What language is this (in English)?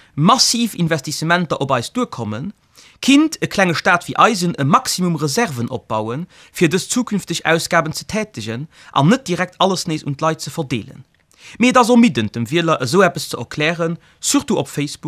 Luxembourgish